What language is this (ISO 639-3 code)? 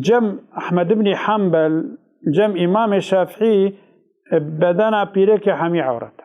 kur